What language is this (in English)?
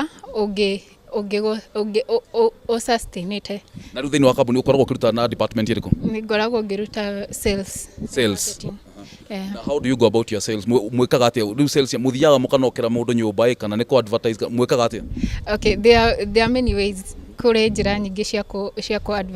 Kikuyu